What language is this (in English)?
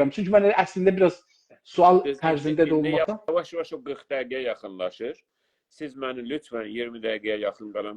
South Azerbaijani